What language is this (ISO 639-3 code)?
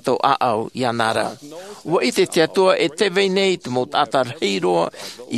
tah